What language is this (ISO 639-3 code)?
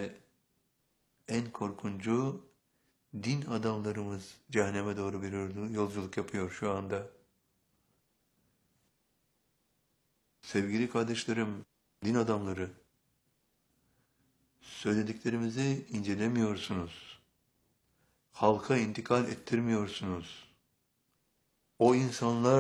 tur